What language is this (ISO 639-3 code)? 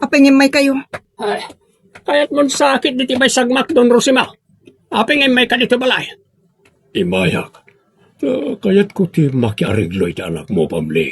ilo